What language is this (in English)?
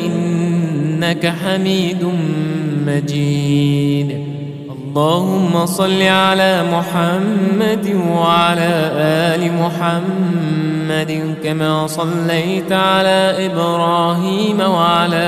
Arabic